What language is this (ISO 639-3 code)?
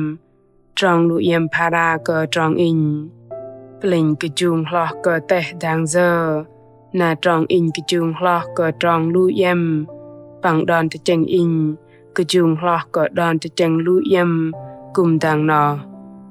bdq